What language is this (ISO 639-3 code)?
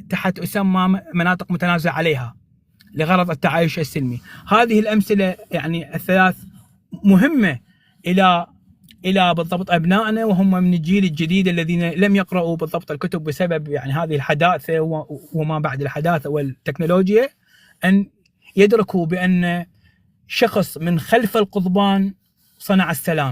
apc